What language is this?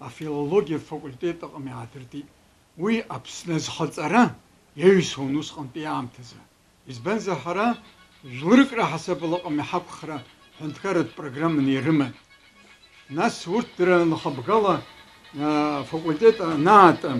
Abkhazian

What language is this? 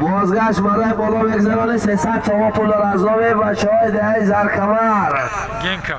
Tajik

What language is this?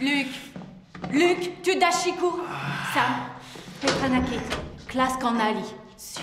Breton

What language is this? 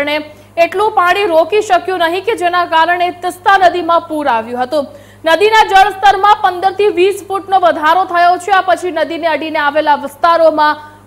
Gujarati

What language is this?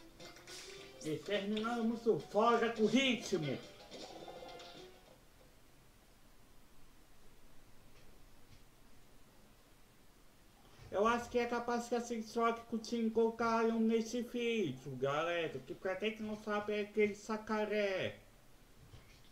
Portuguese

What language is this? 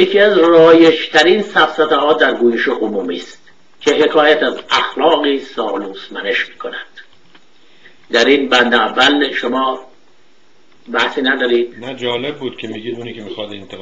Persian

